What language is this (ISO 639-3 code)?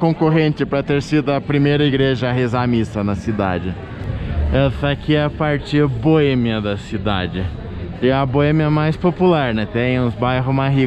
por